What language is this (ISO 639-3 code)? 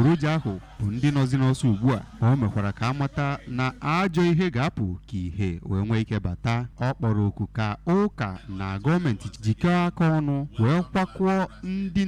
ibo